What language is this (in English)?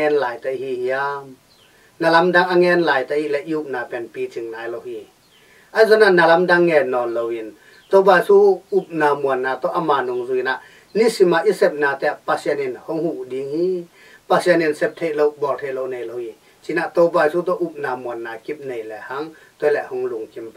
Tedim Chin